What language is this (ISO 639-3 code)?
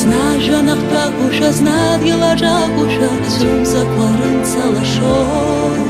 abk